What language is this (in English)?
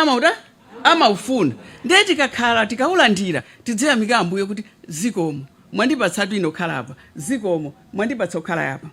Nyanja